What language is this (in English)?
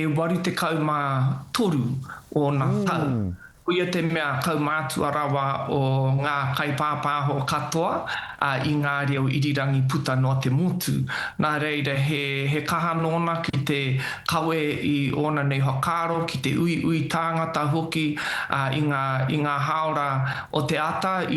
Māori